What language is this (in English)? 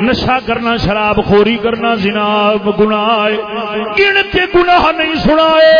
Saraiki